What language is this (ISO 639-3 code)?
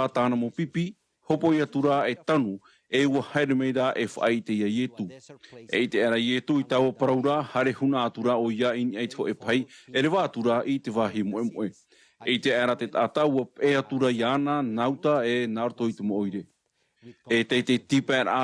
tah